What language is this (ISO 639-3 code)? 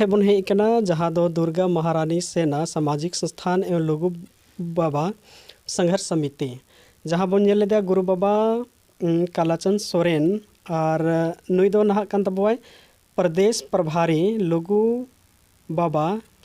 sat